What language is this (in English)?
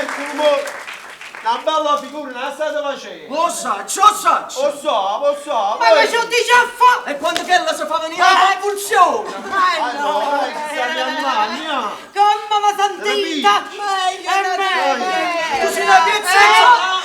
Neapolitan